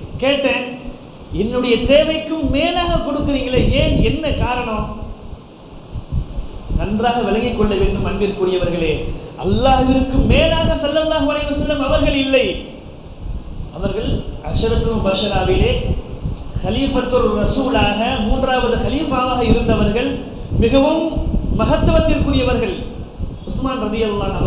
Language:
Tamil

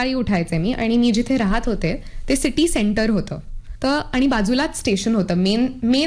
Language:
Marathi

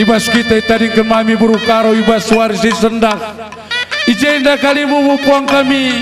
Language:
Batak Karo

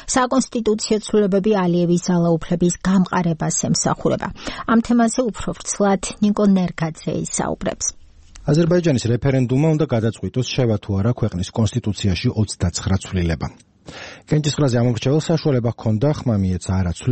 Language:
Georgian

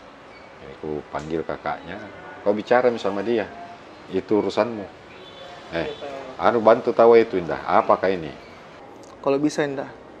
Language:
Makassar Malay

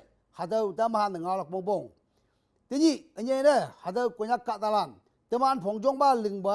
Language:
Konyak Naga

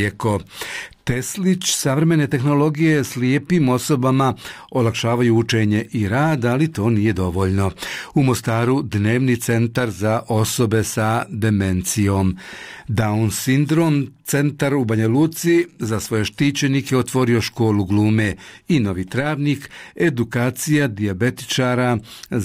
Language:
Bosnian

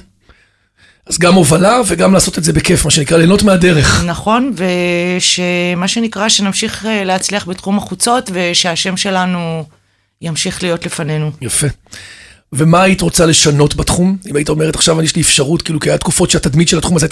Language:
Hebrew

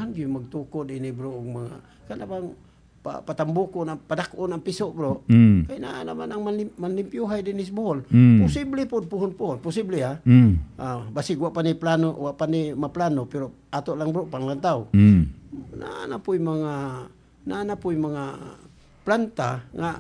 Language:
Cebuano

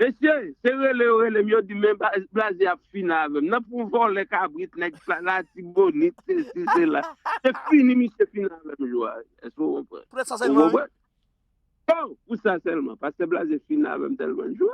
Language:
Haitian Creole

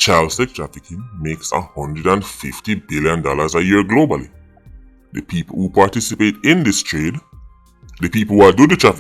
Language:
Jamaican Creole English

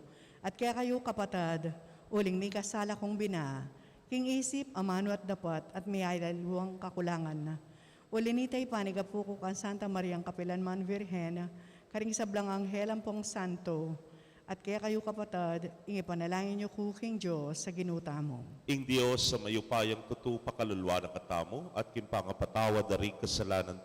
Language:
Pampanga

